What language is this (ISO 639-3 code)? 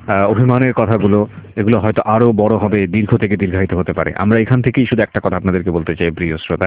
ben